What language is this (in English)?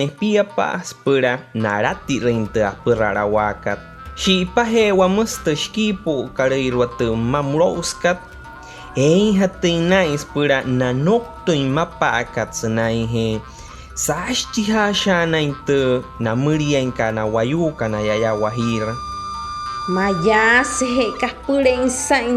Wayuu